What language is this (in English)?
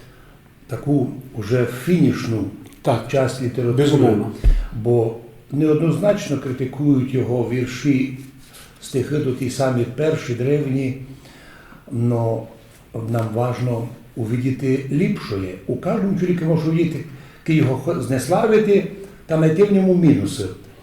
Rusyn